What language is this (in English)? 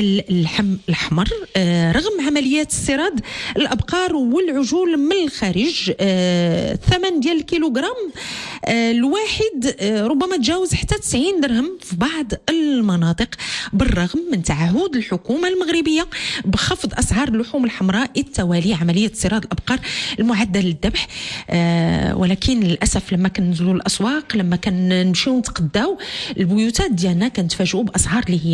Moroccan Arabic